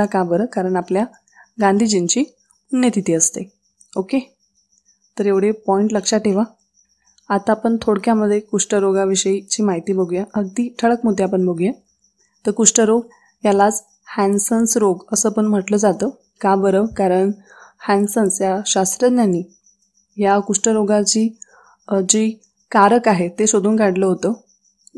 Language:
Marathi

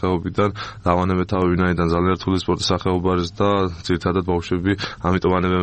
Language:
Georgian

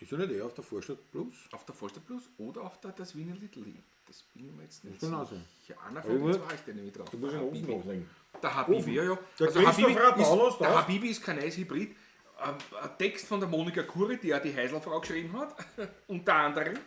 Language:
Bavarian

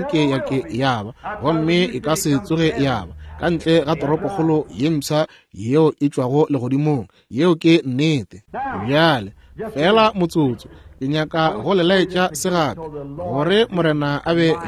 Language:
Northern Sotho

